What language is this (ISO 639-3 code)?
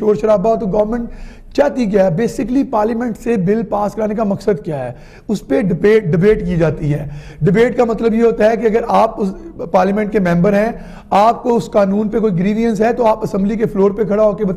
urd